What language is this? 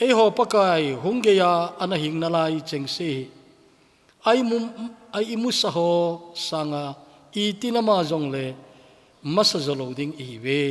Thado Chin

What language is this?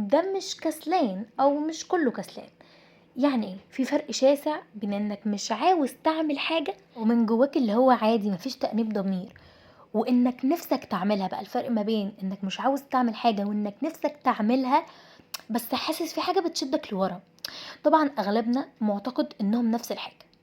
Egyptian Arabic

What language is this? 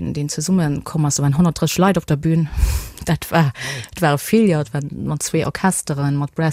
Luxembourgish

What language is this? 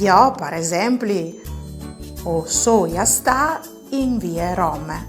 Friulian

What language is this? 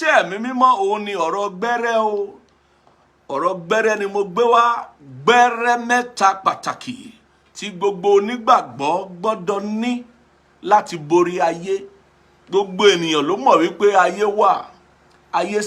Yoruba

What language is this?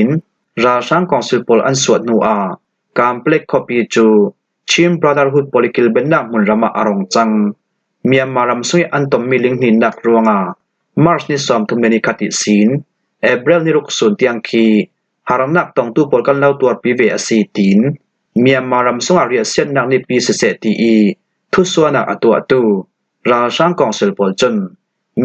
Falam Chin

